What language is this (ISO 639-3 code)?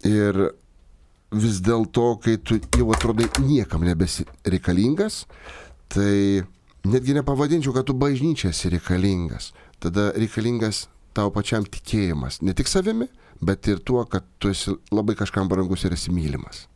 lit